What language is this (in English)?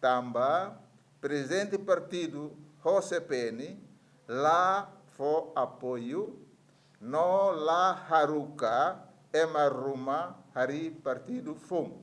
Tetum